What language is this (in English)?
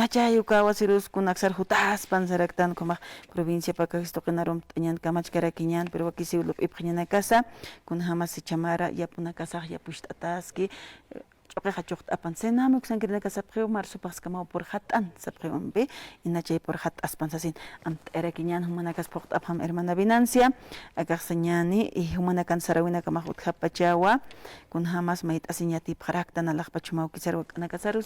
Aymara